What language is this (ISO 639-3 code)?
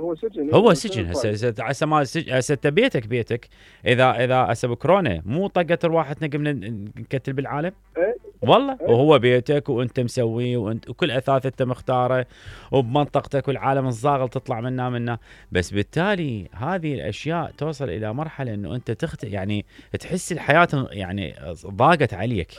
acm